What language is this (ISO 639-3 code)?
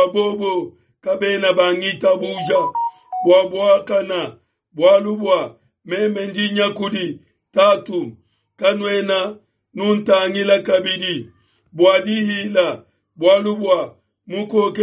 lua